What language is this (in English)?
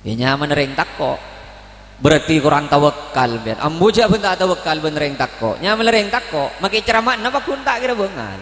Madurese